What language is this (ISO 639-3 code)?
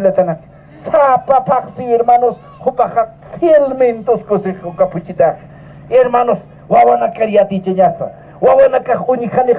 aym